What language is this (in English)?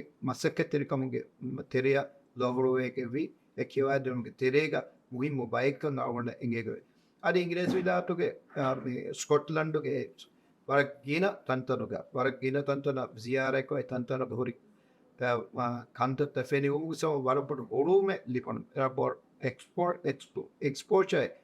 Divehi